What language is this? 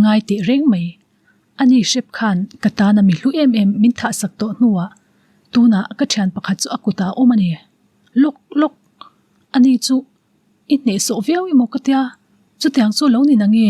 Mizo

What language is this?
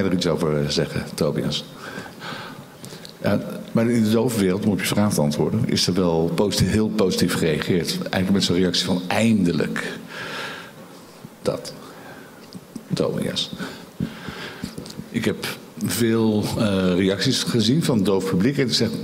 Dutch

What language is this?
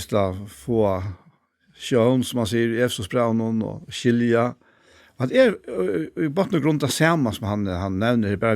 Faroese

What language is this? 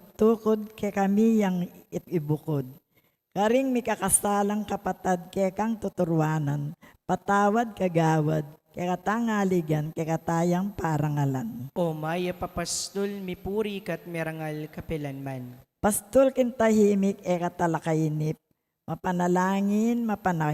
Pampanga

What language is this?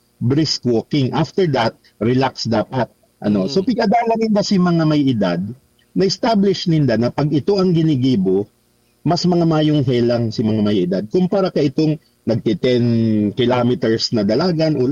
Bikol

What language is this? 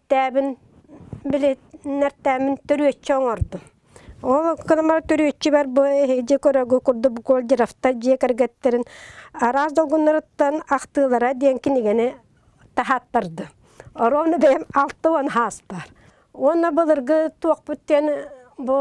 Yakut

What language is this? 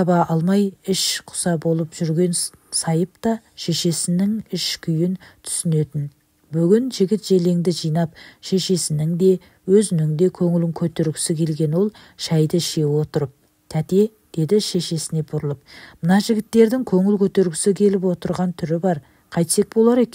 Kazakh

